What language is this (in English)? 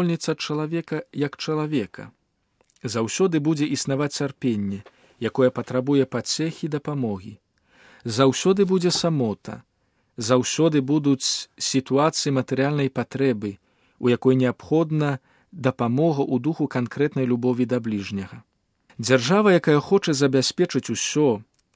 Belarusian